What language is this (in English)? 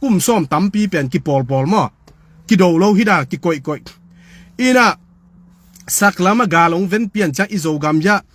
Tedim Chin